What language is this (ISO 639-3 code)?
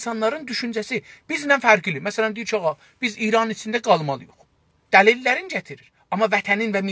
azb